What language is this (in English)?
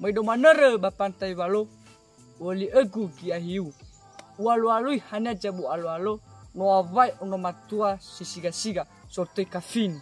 Nias